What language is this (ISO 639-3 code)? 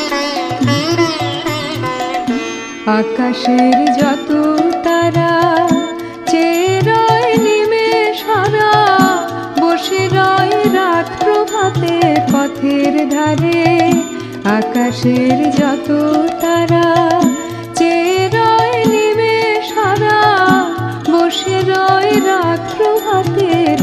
ben